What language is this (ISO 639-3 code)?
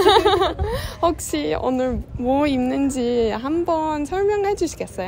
kor